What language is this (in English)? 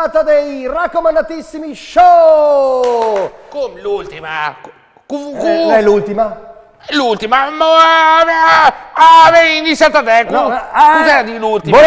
Italian